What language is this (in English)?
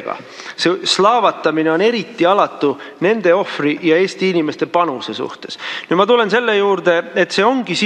Estonian